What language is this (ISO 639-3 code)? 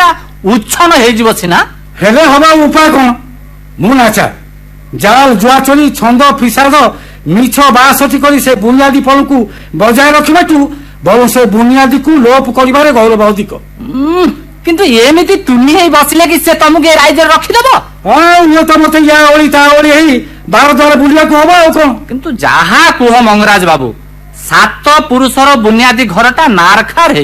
ori